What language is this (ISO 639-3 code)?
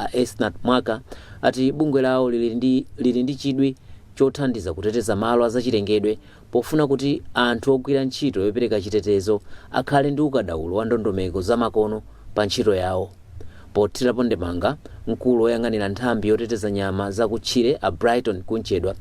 nya